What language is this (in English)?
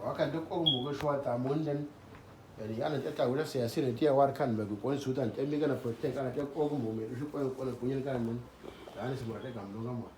Uduk